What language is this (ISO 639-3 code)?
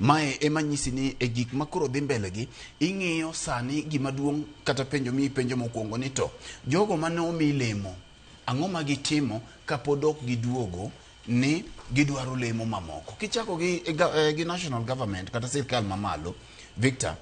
luo